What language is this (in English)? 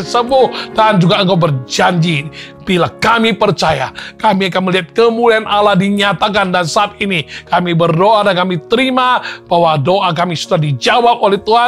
Indonesian